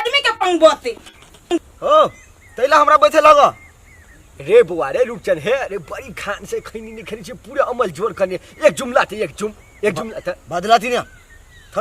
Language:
Maithili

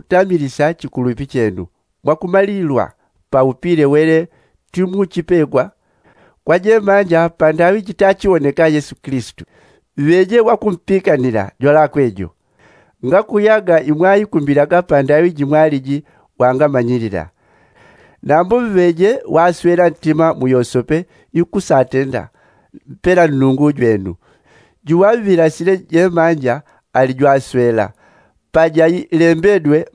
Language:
Yao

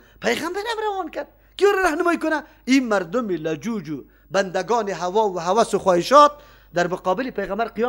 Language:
Persian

